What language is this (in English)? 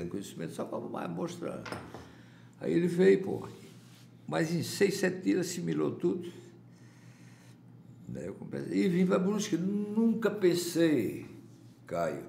Portuguese